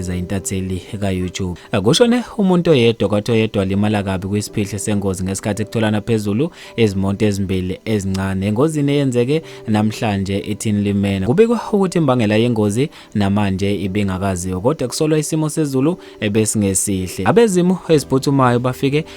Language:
Zulu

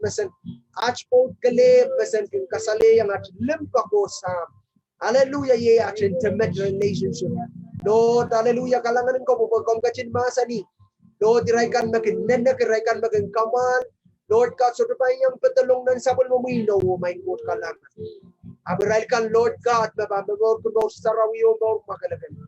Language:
Pohnpeian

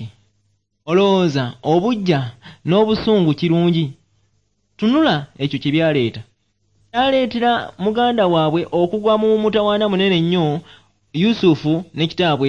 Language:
Ganda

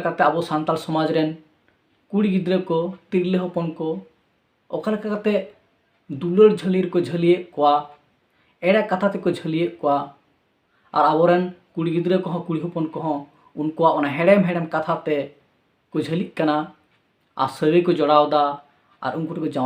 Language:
Santali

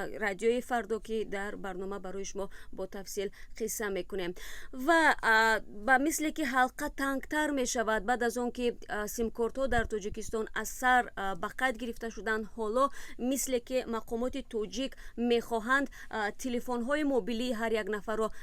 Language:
Tajik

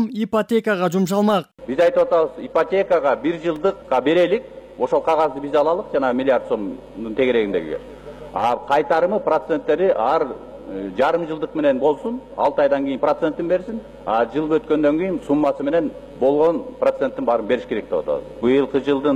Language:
Kyrgyz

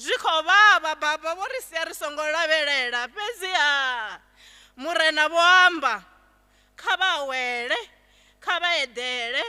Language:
Venda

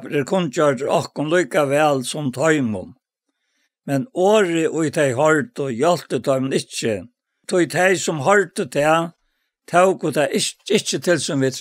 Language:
Faroese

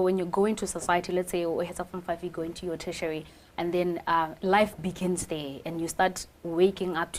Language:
Tswana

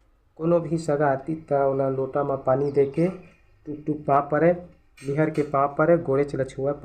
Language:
Chhattisgarhi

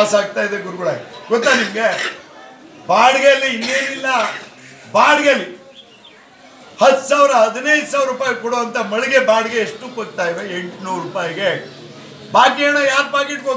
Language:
Kannada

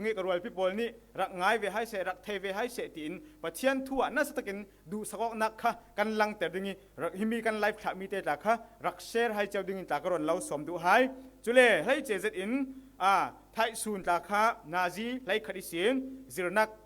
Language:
Falam Chin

